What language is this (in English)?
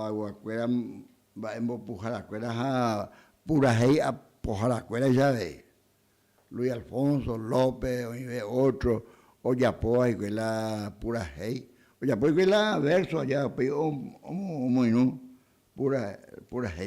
Guarani